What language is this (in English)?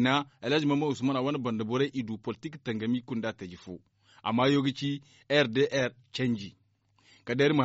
Zarma